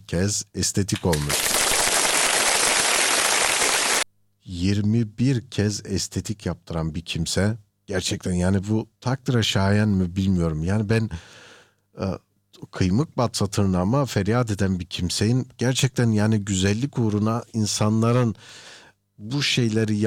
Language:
Turkish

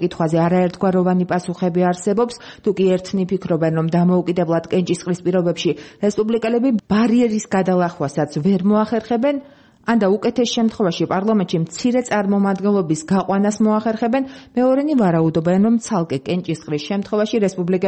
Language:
Georgian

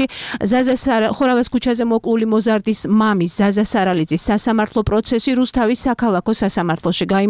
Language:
Georgian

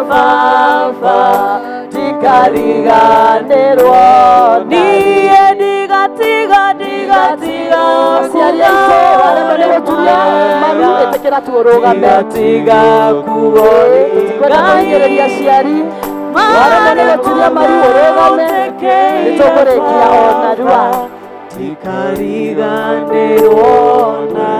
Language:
Kikuyu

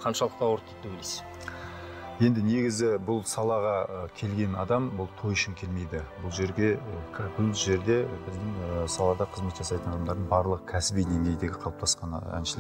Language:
Kazakh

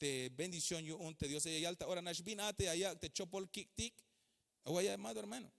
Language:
Tzeltal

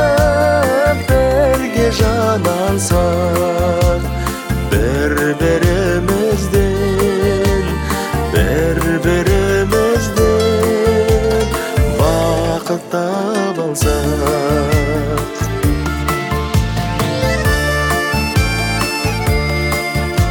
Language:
Kazakh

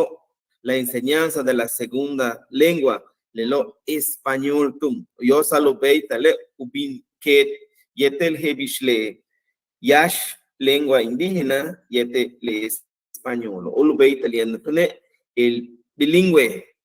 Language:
Yucateco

